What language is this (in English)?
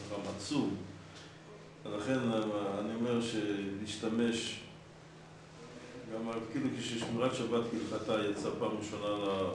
Hebrew